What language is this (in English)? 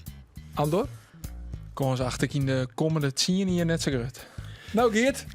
Western Frisian